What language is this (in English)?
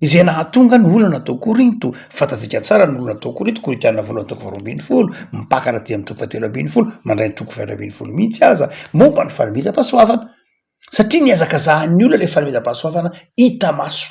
Malagasy